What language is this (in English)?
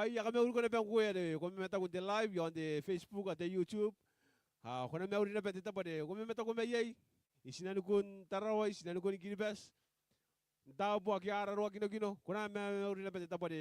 Gilbertese